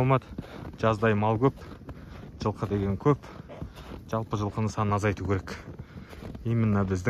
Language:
Kazakh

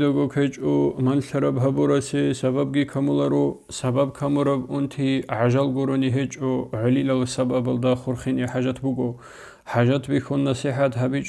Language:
Avaric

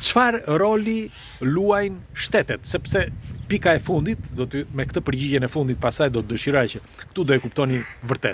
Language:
Albanian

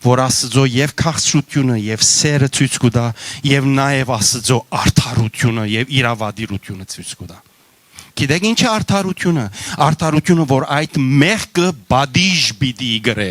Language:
Western Armenian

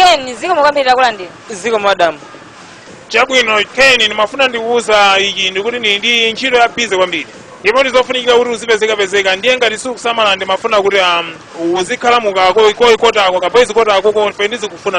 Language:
Nyanja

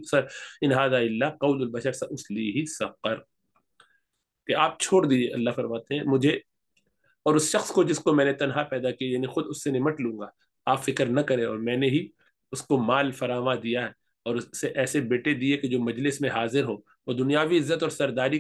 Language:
Urdu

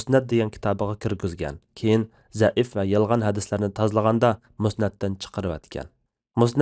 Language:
Uyghur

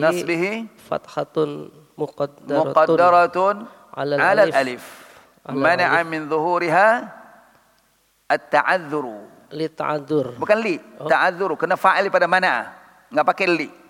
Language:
Indonesian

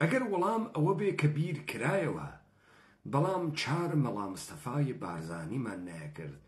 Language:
Central Kurdish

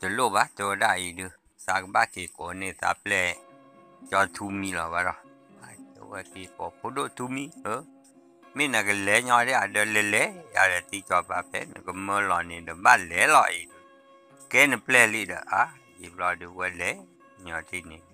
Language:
S'gaw Karen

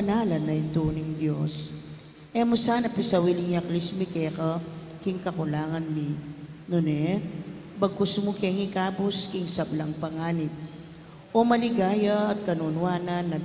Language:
Pampanga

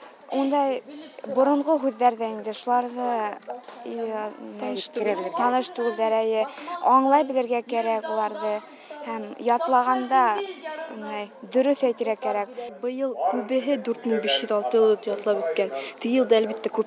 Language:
Bashkir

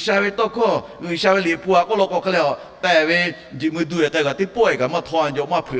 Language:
Lahu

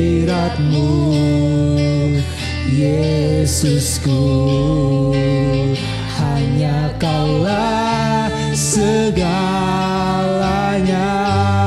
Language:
Indonesian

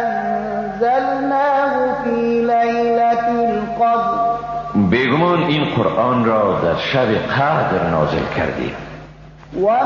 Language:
Persian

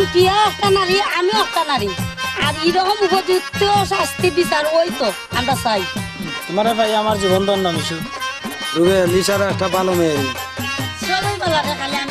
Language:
Sylheti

